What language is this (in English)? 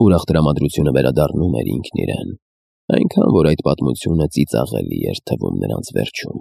Armenian